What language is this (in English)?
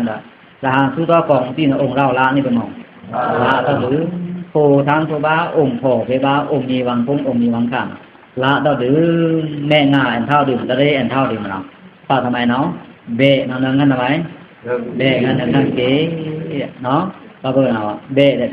Pa'o Karen